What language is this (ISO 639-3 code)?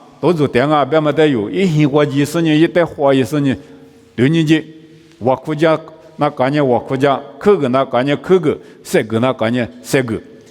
lis